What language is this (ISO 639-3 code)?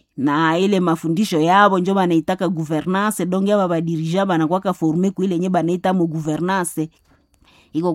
swa